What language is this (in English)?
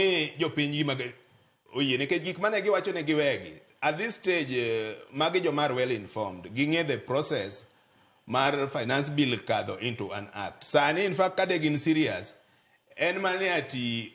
Luo (Kenya and Tanzania)